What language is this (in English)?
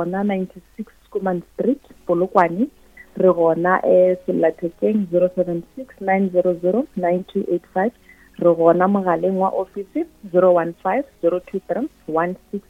Northern Sotho